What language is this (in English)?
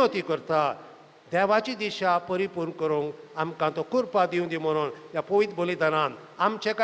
Konkani